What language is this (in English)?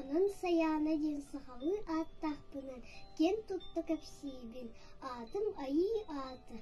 Yakut